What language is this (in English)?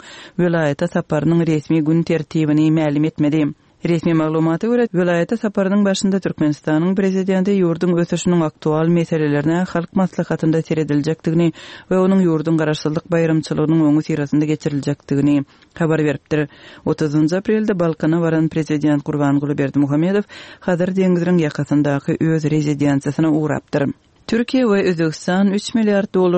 Turkmen